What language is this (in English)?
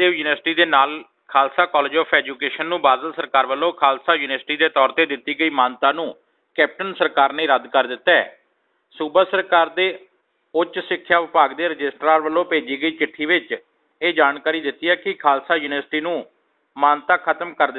Punjabi